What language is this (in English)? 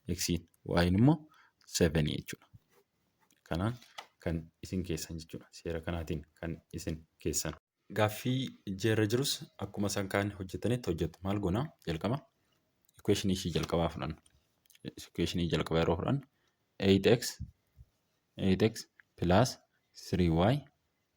Oromo